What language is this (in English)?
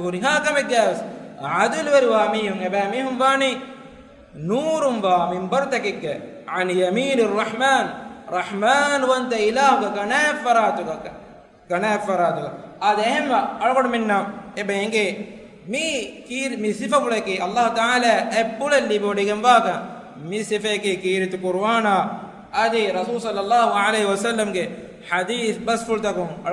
Divehi